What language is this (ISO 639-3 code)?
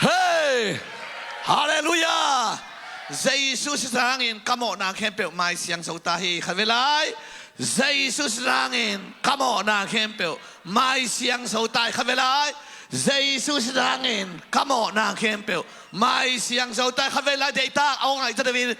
ctd